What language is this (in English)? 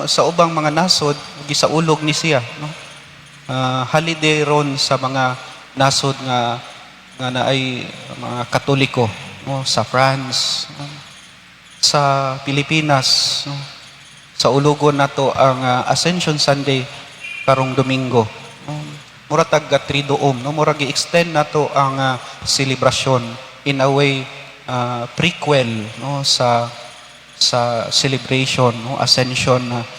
Cebuano